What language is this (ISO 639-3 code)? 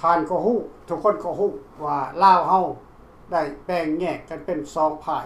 lao